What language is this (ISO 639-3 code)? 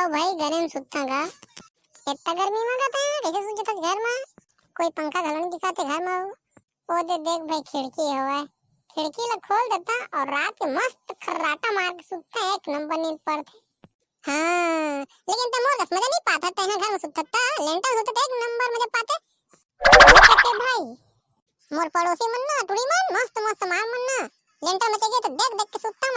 hne